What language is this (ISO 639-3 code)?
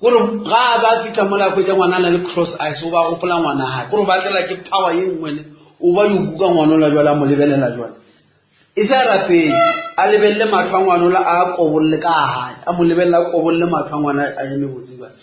nso